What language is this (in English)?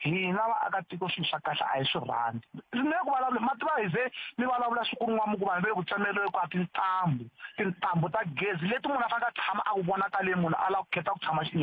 Tsonga